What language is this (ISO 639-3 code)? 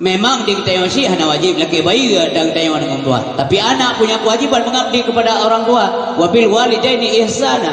ace